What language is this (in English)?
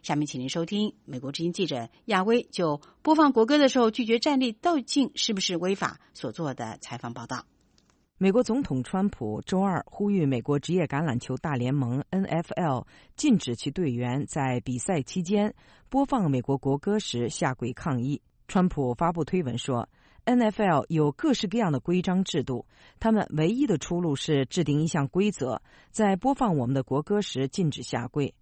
Chinese